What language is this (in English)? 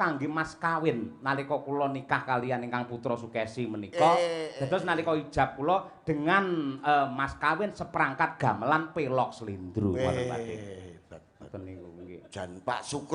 Javanese